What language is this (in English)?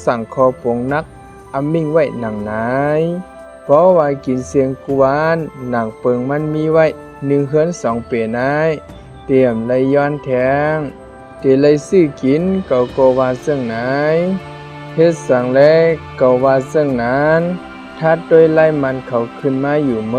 Shan